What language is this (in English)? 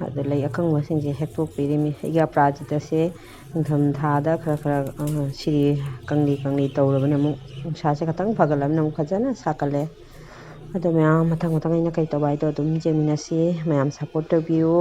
Manipuri